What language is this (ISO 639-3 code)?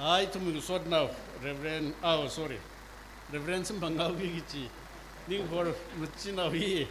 nmf